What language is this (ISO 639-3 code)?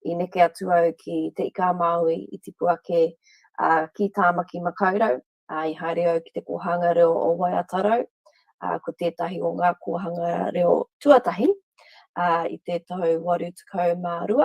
mri